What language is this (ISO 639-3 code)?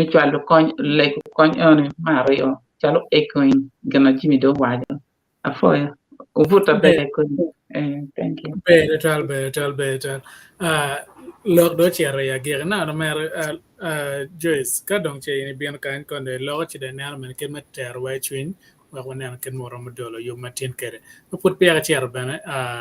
ach